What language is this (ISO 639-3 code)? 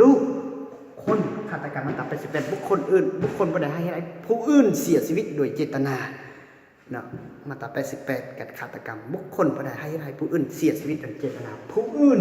lao